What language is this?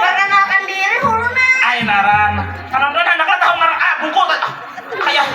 Banjar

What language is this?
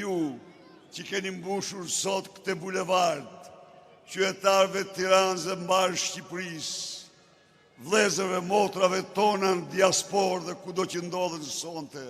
Albanian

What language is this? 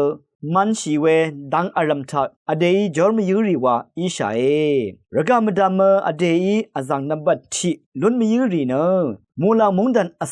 Rawang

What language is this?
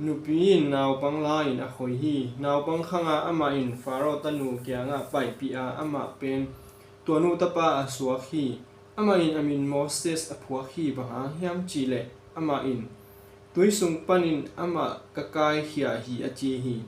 Tedim Chin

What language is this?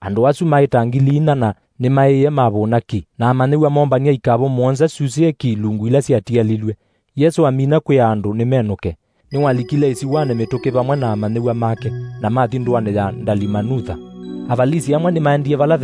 Kamba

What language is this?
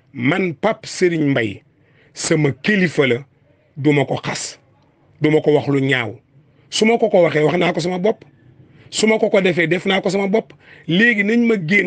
Wolof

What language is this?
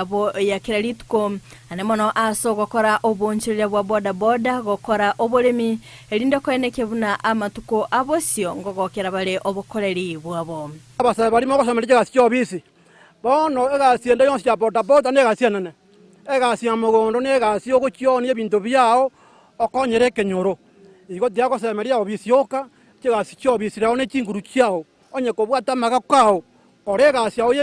Gusii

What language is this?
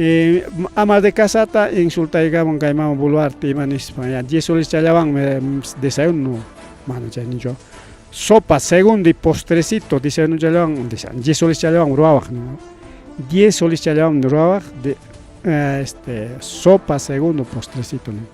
Ayacucho Quechua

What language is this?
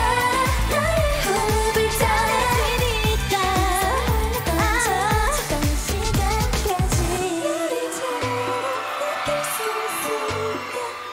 Korean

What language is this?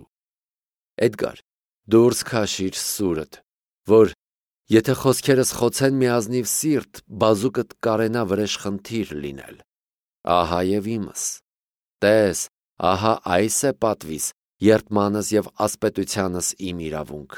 Armenian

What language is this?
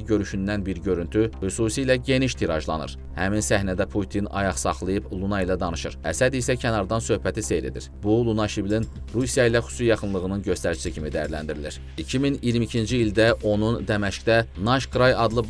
Azerbaijani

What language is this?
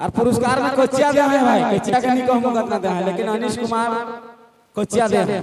Sadri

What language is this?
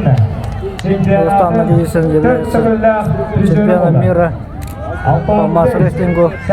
Yakut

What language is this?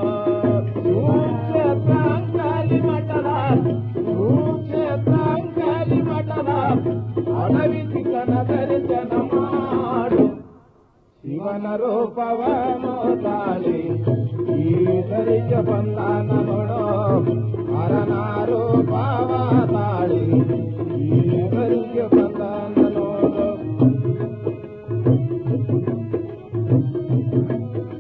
Kannada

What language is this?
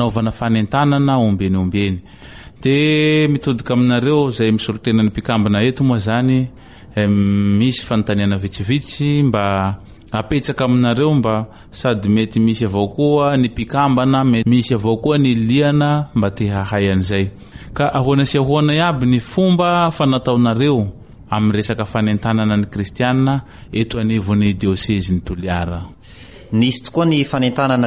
Malagasy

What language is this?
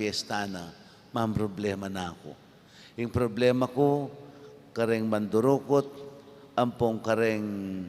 Pampanga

